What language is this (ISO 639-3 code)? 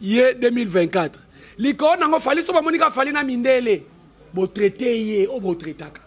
lin